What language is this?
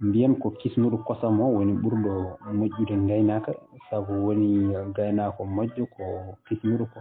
Fula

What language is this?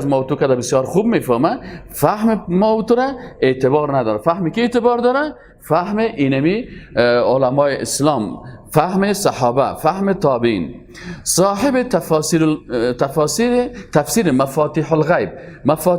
Persian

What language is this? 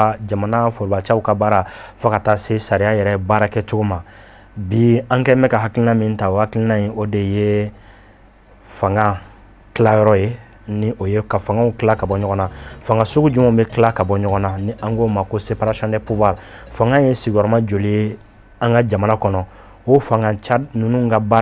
Bambara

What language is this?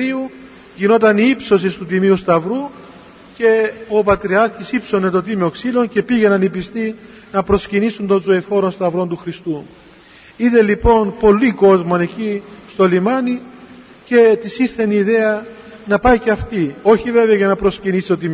Greek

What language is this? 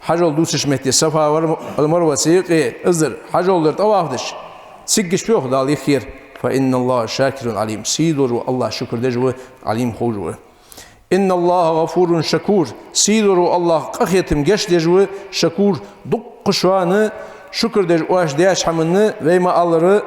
Ingush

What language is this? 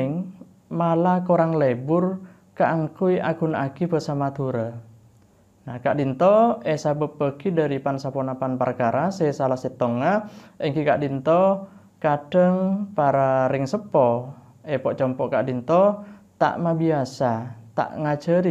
Madurese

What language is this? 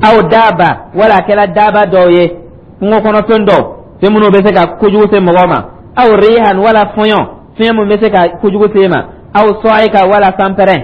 Dyula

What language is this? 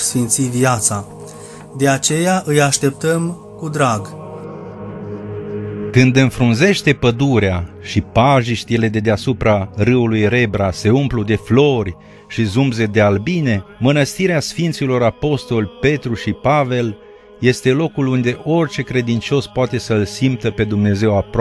Romanian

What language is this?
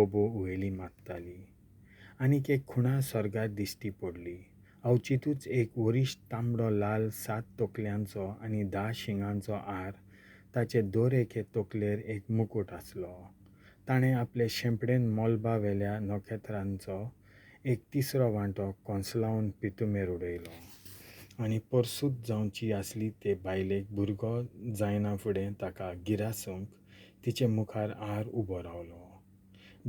Konkani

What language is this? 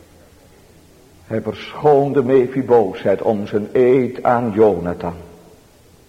Dutch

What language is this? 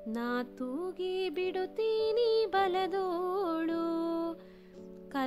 Kannada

